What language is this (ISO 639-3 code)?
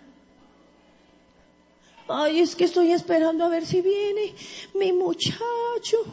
spa